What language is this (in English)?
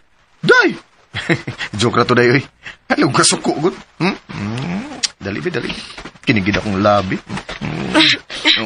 Cebuano